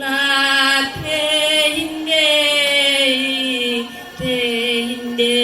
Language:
Toraja-Sa'dan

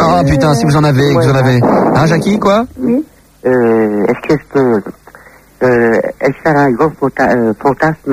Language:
French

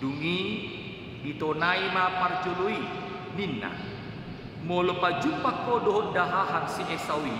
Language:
Batak Toba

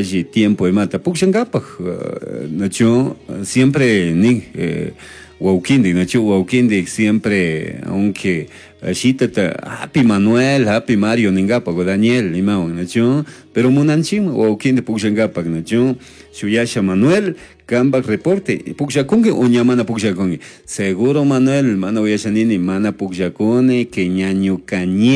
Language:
Chimborazo Highland Quichua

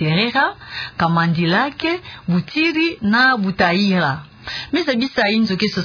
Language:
Kituba (Democratic Republic of Congo)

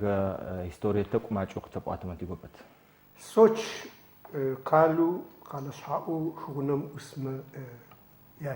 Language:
Adyghe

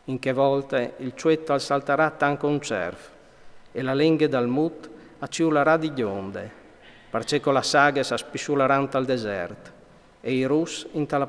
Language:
Friulian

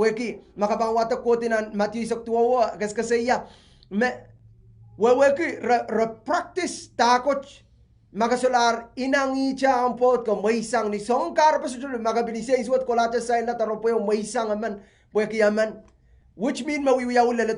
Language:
Pohnpeian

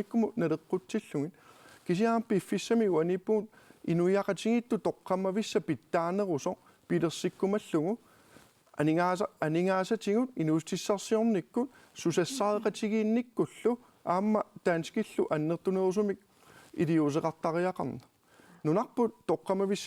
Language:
Kalaallisut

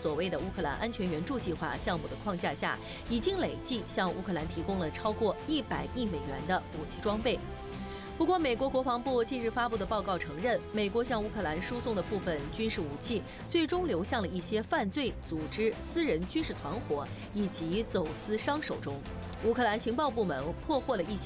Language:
Chinese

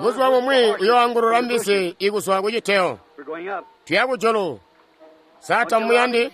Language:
Tonga (Zambia)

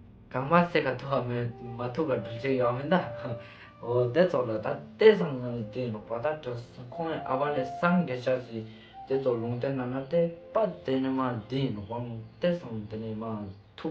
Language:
Ladakhi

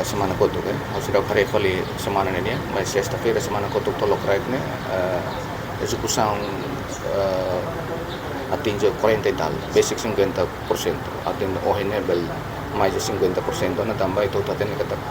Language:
Tetum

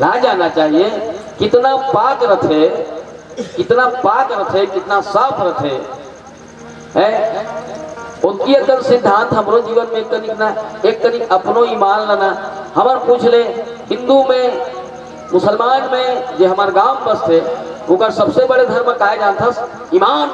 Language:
Chhattisgarhi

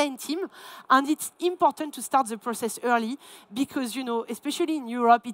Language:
English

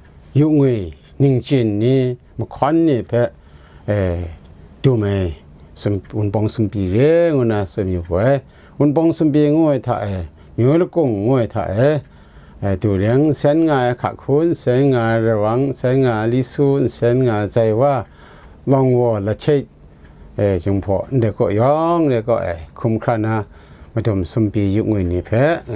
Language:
Kachin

